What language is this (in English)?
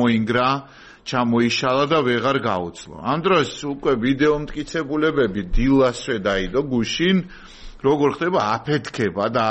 Georgian